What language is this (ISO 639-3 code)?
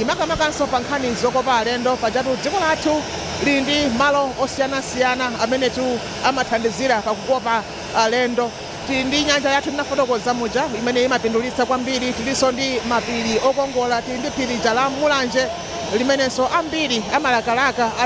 nya